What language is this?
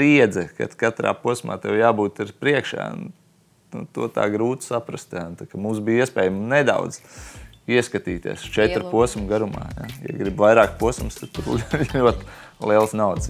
Latvian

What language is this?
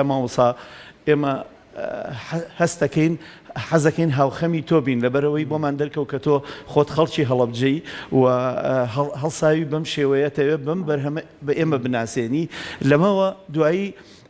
Central Kurdish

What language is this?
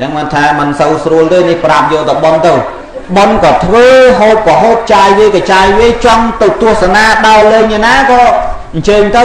Khmer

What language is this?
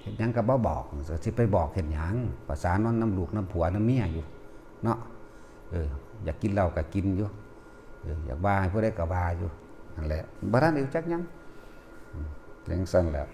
Northeastern Thai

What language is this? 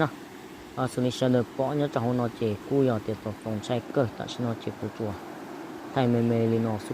Hmong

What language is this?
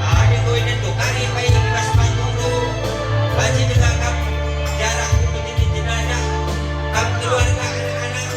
Batak Karo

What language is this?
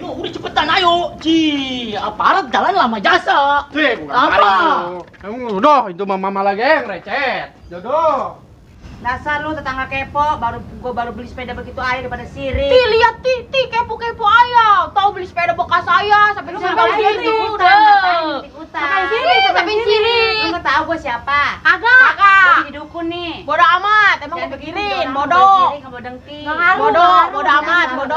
Betawi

